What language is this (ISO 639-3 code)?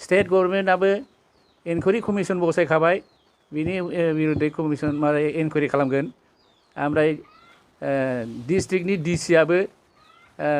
brx